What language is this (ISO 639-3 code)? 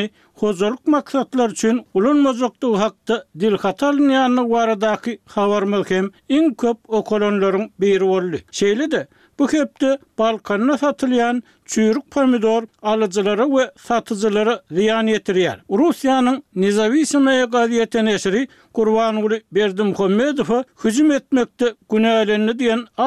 tuk